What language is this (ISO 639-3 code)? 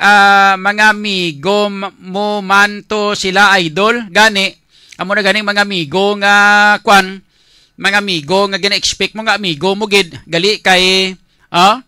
hil